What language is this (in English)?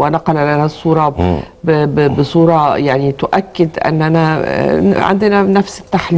Egyptian Arabic